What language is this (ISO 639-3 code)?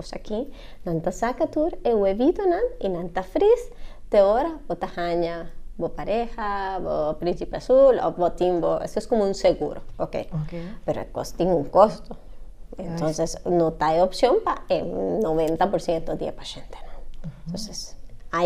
pap